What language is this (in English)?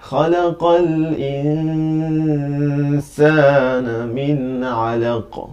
Divehi